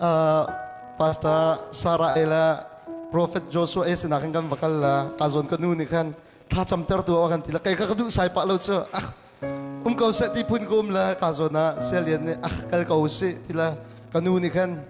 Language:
Hakha Chin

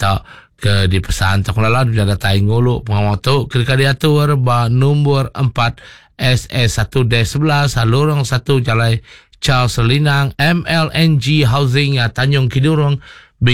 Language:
Iban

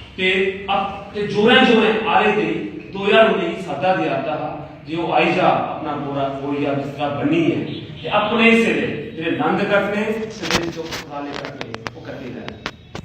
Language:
Dogri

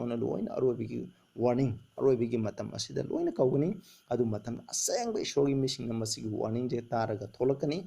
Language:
Manipuri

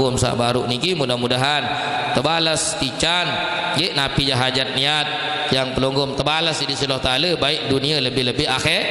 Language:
Sasak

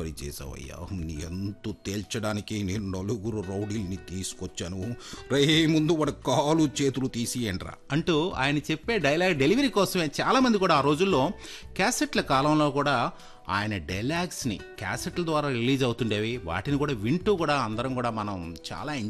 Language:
Telugu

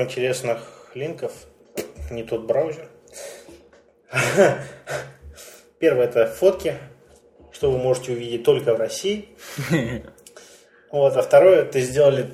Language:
Russian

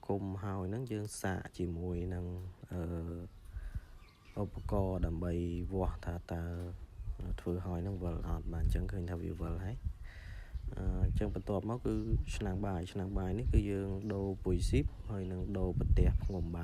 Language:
Khmer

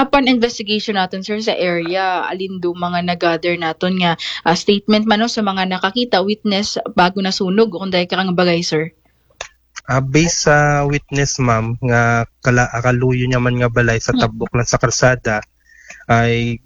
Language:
Aklanon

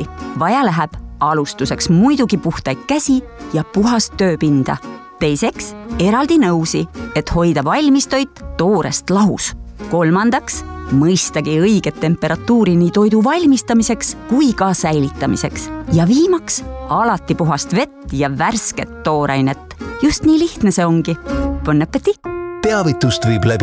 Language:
Estonian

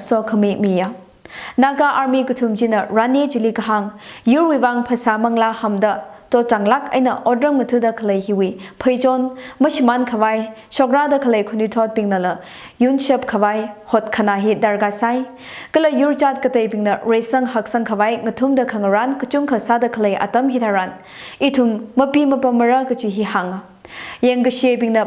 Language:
Tangkhul Naga (India)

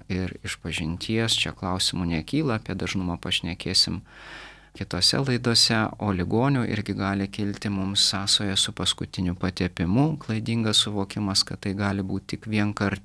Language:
Lithuanian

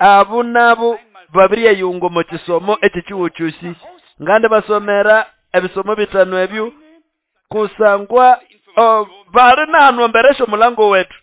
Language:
Nande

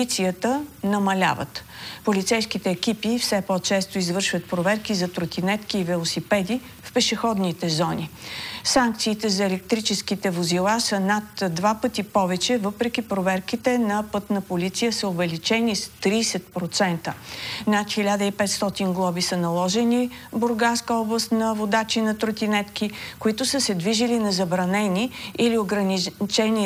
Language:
Bulgarian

